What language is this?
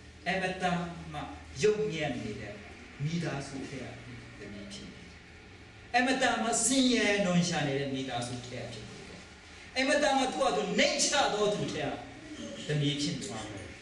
Burmese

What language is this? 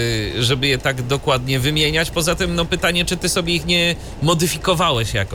Polish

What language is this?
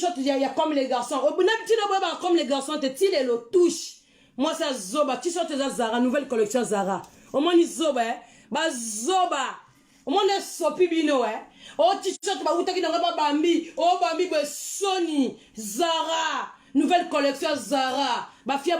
Lingala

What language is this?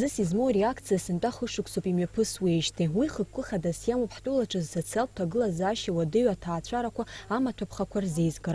Abkhazian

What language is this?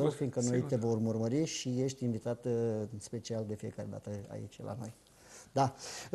Romanian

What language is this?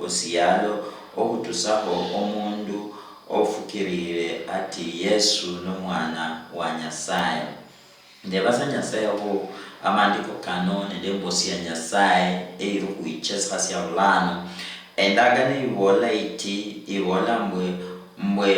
Luyia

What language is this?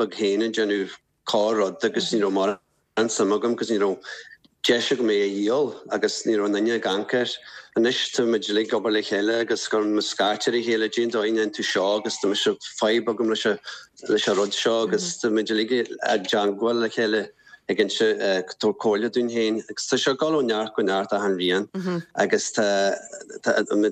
Irish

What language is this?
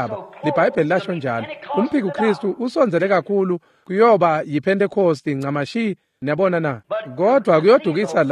Swati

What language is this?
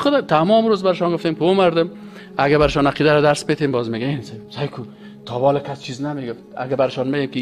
Persian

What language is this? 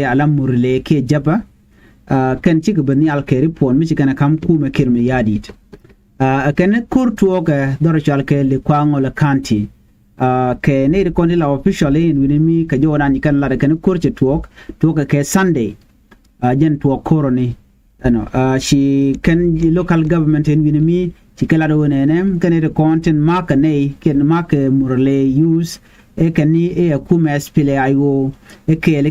Nuer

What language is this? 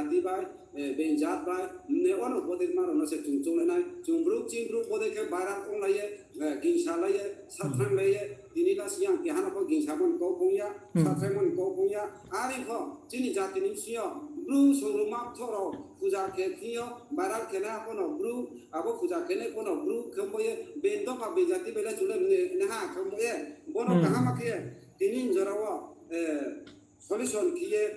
Riang (India)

